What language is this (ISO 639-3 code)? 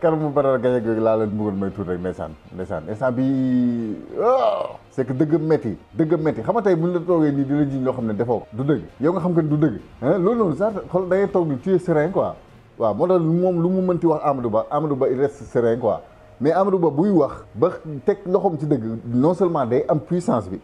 wol